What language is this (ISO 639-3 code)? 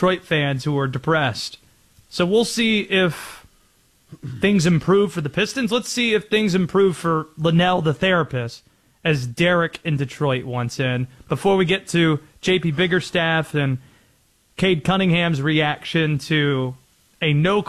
eng